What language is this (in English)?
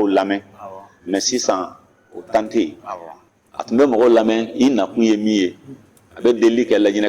Bambara